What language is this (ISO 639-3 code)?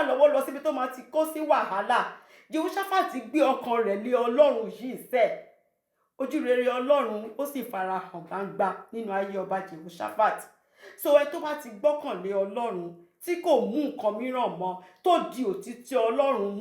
yor